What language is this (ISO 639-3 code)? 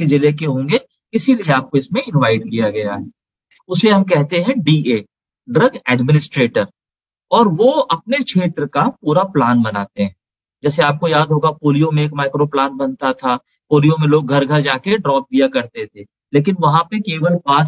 hin